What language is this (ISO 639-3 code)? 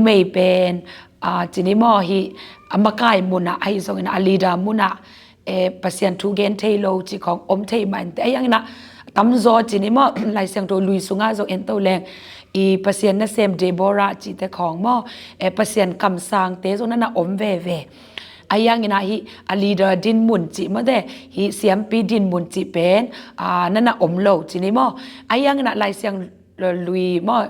ctd